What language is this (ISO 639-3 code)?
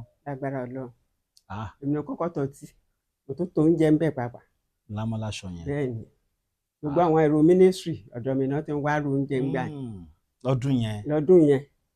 yor